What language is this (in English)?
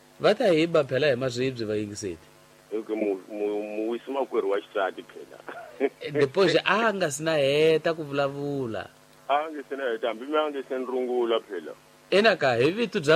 Tsonga